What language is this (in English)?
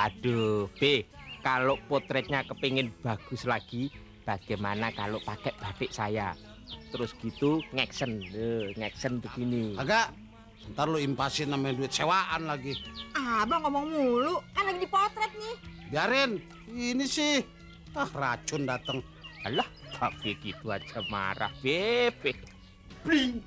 Betawi